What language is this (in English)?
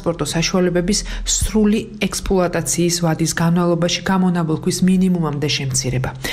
Georgian